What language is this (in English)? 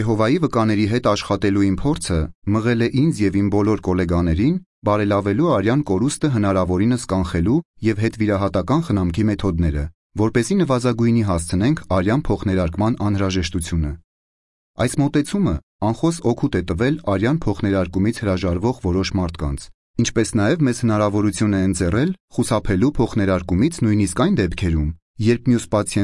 Armenian